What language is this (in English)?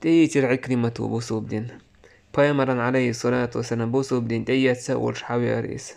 Chechen